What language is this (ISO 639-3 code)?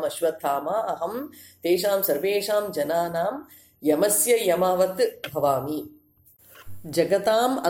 san